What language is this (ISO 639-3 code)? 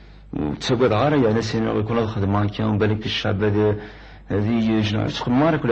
kab